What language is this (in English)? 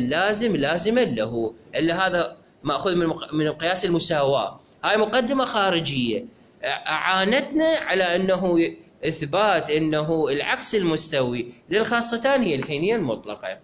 Mesopotamian Arabic